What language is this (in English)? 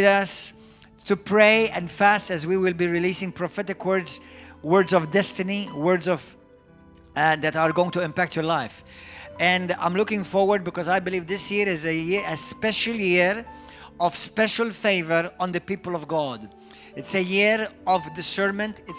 English